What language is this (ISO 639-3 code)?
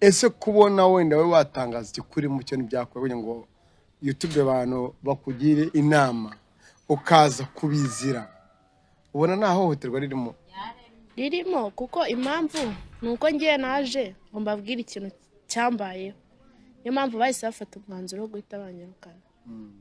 kin